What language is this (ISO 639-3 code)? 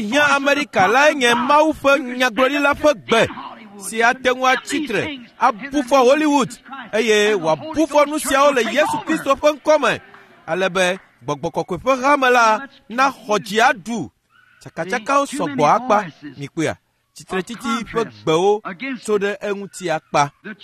ewe